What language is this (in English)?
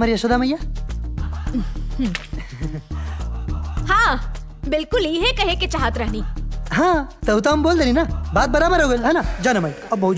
Bhojpuri